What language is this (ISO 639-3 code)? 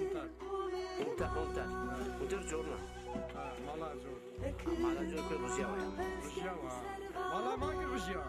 zza